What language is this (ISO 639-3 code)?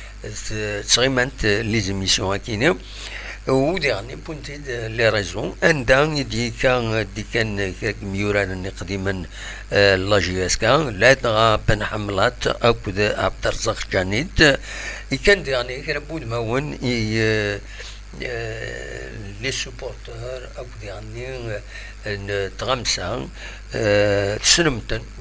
kab